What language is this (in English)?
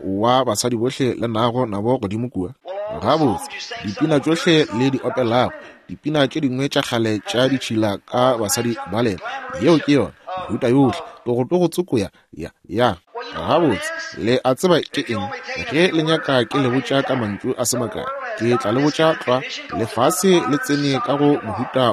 Northern Sotho